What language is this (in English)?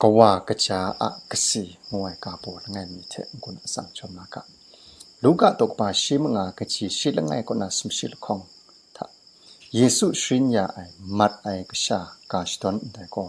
Kachin